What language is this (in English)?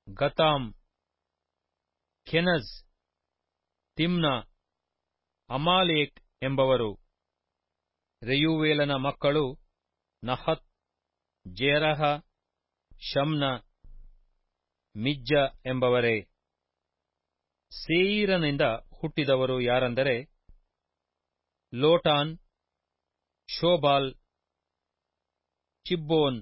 Kannada